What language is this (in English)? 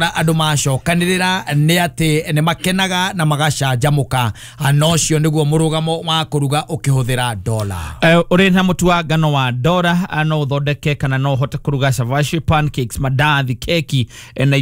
Kikuyu